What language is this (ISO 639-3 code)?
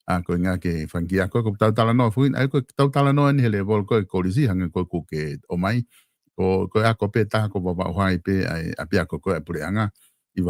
ton